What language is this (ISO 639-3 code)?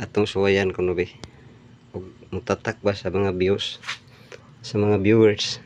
ceb